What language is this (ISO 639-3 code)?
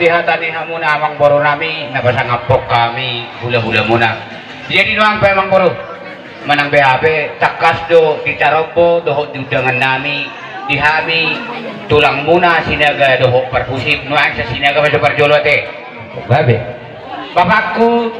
bbc